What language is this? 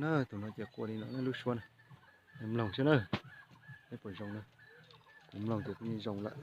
Hmong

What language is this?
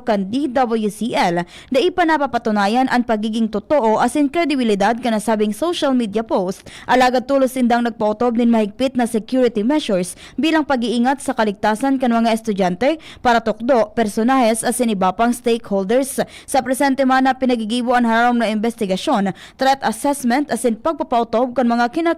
Bikol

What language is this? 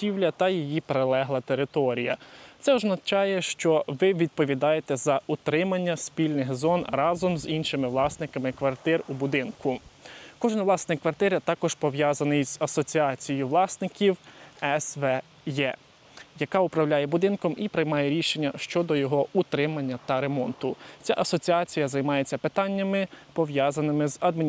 Ukrainian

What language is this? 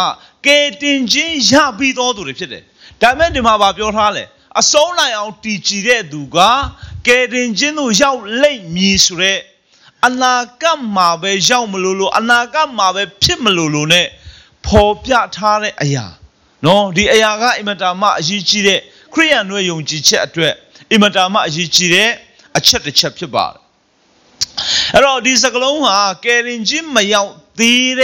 Burmese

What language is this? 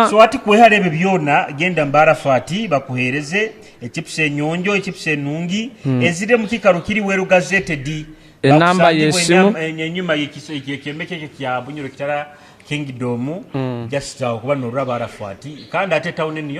Nyoro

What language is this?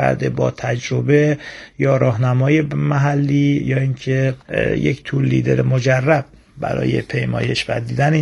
Persian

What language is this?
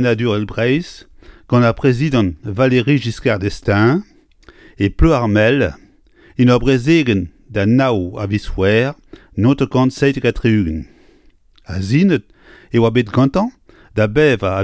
Breton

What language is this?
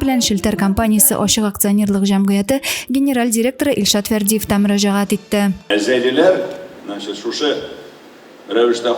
Tatar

